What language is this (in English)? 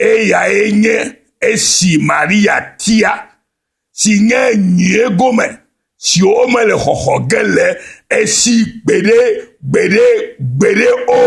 Ewe